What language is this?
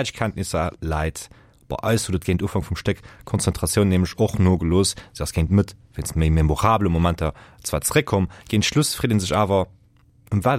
Luxembourgish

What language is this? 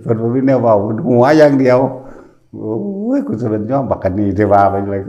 Northeastern Thai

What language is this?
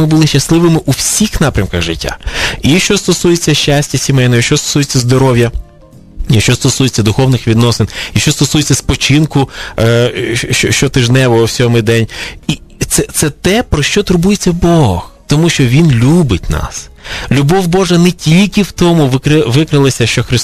Ukrainian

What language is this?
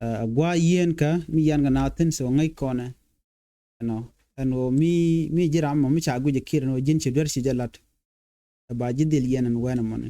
Nuer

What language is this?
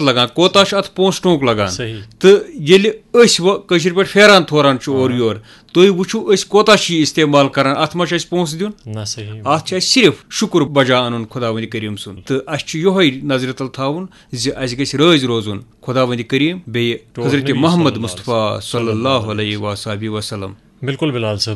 Kashmiri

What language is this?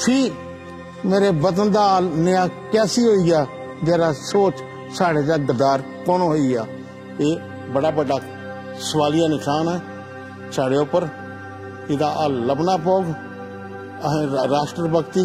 Dogri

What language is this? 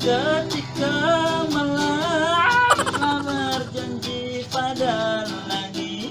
Banjar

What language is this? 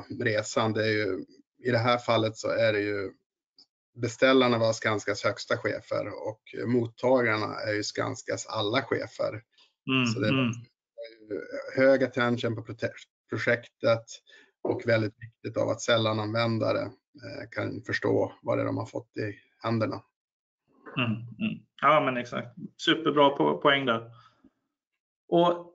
Swedish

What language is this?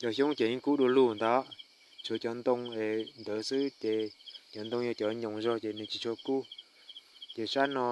Hmong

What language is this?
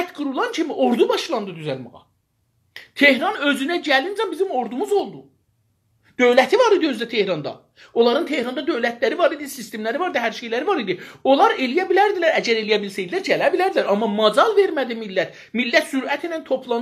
South Azerbaijani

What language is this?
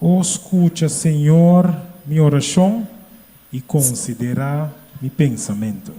Papiamento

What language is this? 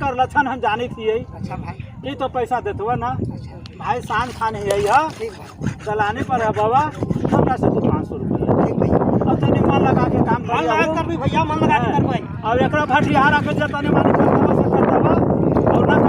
Magahi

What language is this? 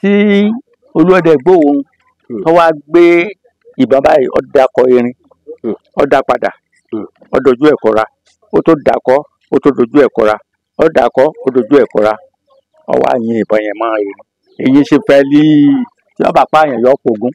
Yoruba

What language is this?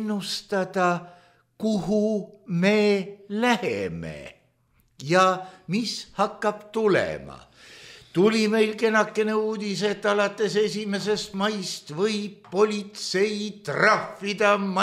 Estonian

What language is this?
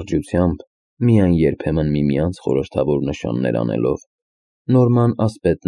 Armenian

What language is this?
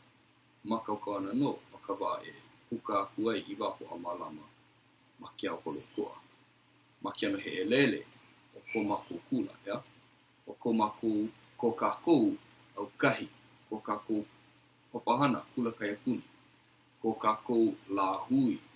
Hawaiian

